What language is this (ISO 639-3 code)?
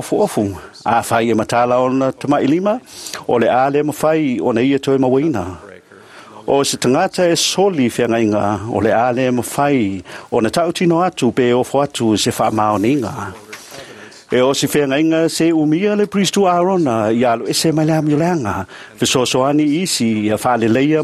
smo